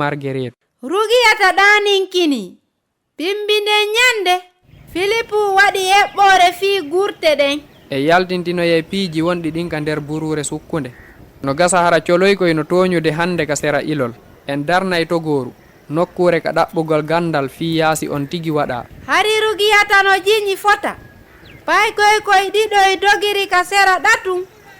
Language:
Fula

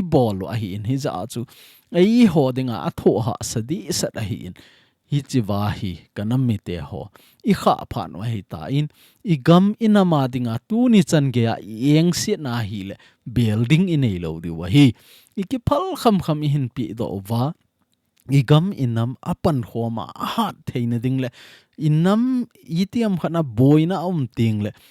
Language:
Thado Chin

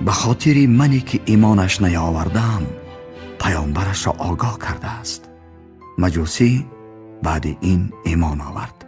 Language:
Tajik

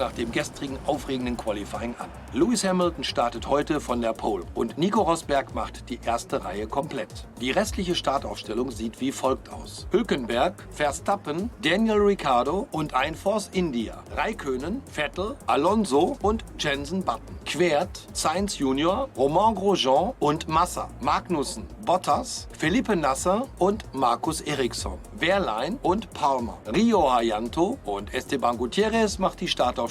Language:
Swiss German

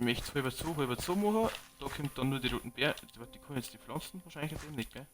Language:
Bavarian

